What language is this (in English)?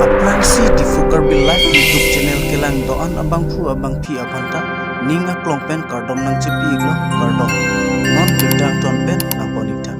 Karbi